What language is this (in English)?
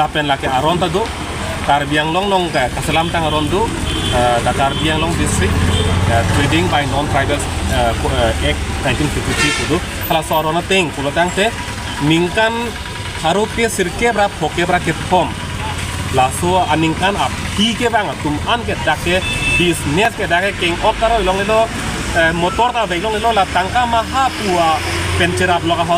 Karbi